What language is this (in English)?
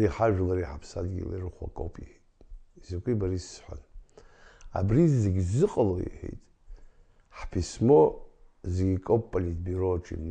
Abkhazian